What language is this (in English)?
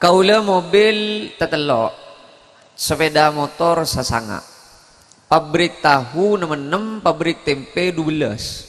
Madurese